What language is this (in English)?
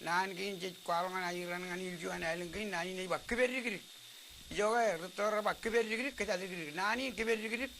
Marshallese